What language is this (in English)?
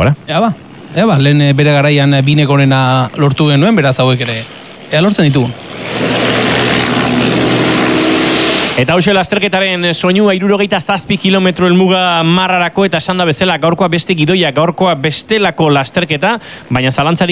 Basque